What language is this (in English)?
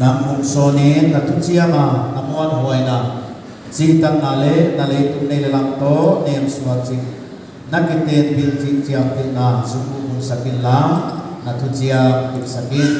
Paite Chin